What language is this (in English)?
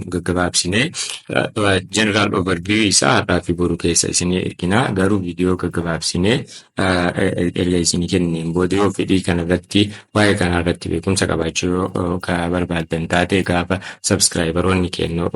Oromo